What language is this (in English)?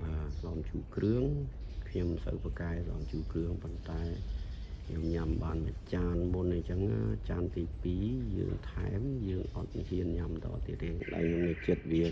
Khmer